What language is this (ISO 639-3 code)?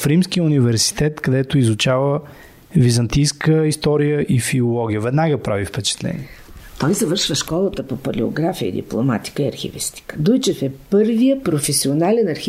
bul